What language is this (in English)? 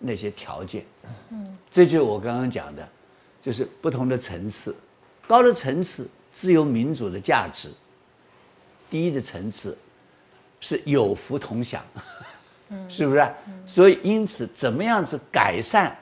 Chinese